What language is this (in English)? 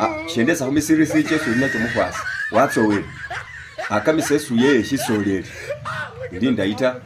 Masaaba